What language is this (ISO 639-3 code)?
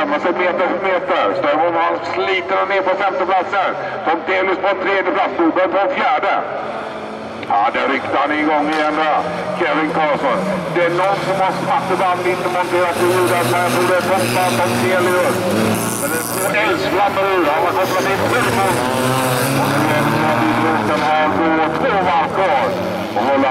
swe